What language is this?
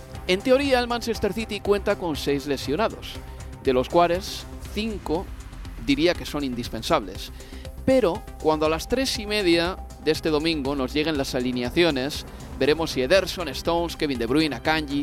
Spanish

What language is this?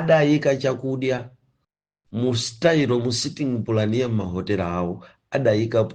Nyanja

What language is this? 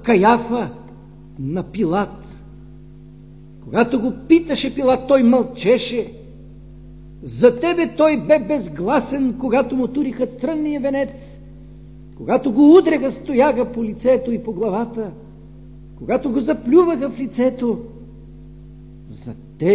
Bulgarian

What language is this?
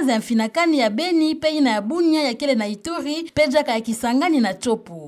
Kituba (Democratic Republic of Congo)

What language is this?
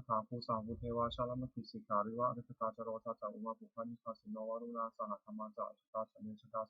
Pali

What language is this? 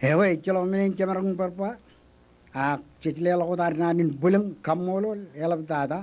Marshallese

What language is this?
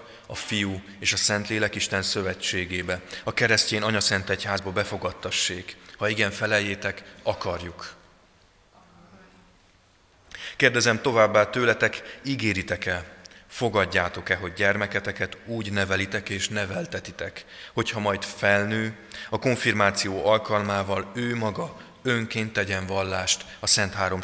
Hungarian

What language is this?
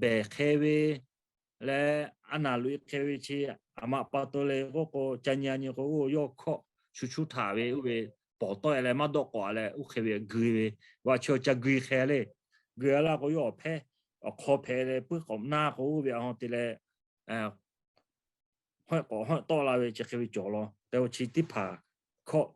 Lahu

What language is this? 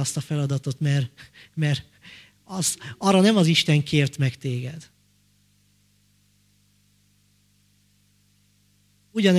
Hungarian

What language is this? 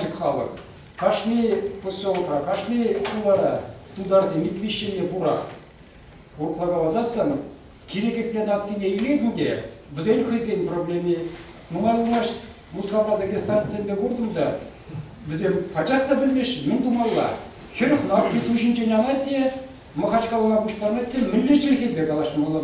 Chuvash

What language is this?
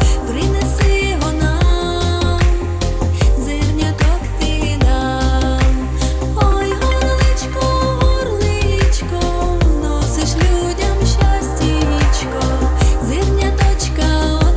Rusyn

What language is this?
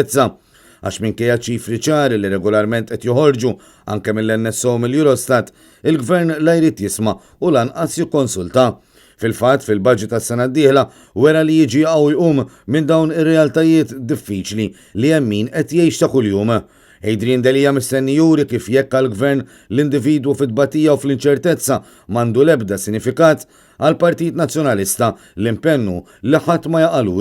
Maltese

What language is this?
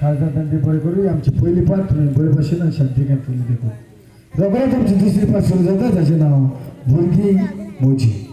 Konkani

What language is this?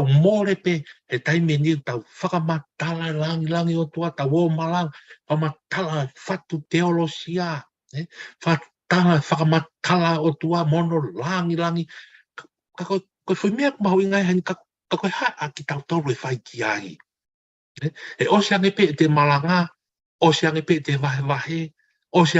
Tongan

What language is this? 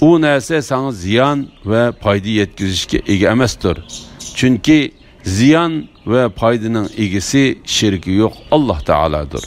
Uyghur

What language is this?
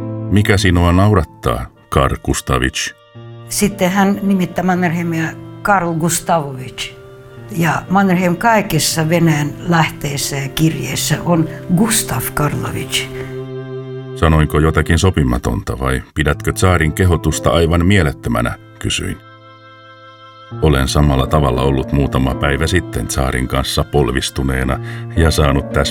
Finnish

